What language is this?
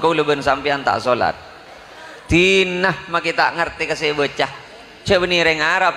Madurese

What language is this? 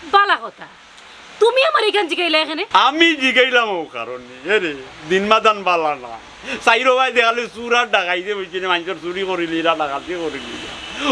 Sylheti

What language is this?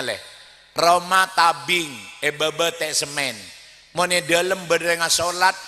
Madurese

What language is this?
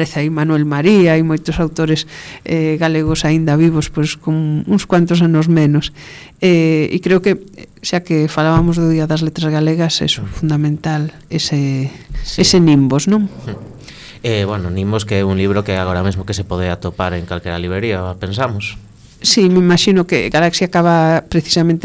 Galician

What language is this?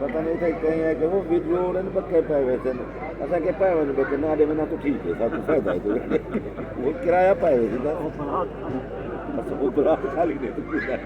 Saraiki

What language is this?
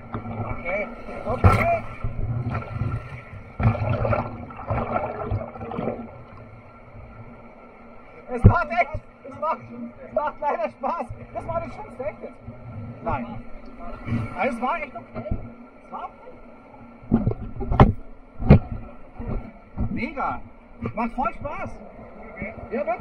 German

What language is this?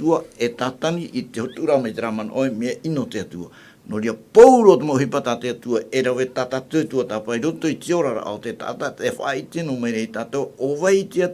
Tahitian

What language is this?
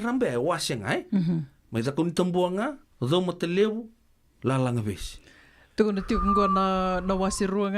Fijian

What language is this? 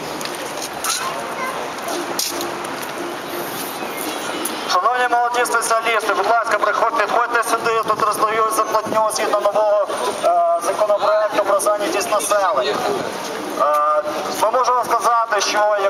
Ukrainian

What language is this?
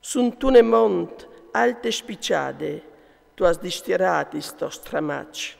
Friulian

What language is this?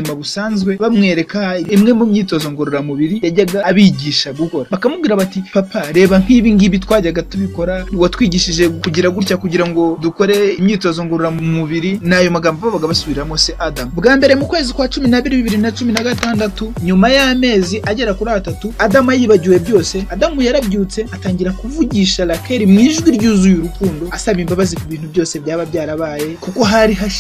Kinyarwanda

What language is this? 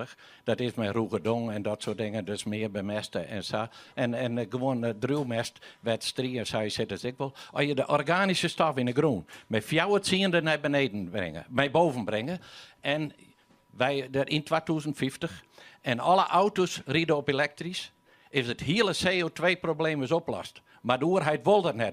Western Frisian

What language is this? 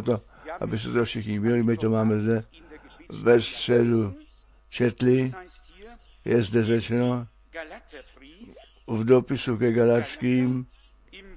Czech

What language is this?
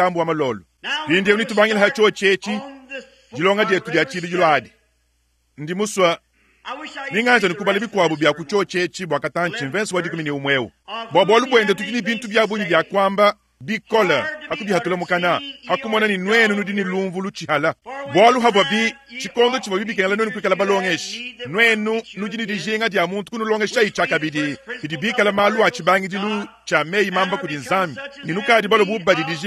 Luba-Lulua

